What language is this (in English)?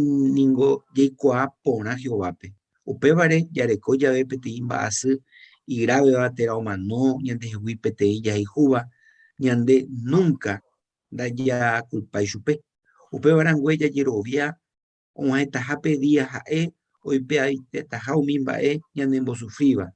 Guarani